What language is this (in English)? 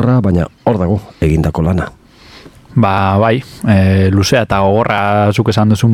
Basque